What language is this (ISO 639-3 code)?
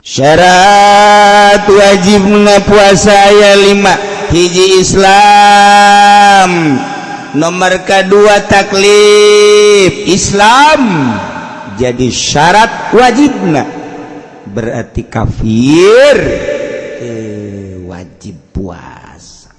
sun